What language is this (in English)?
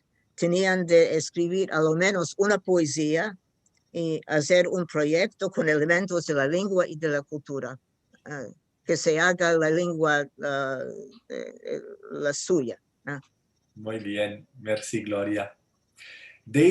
Ladino